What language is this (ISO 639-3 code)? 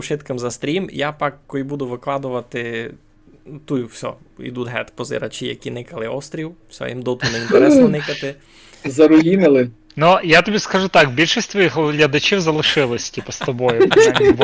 rue